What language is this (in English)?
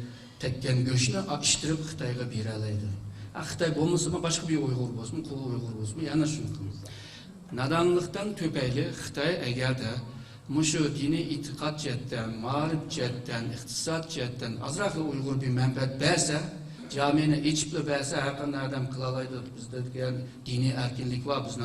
Uyghur